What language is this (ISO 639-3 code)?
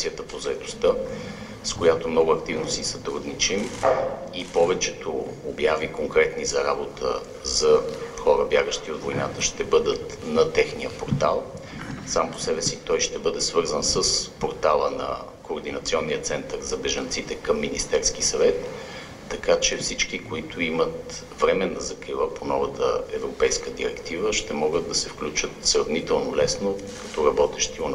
bul